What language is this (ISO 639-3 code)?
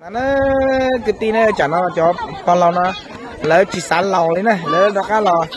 hmn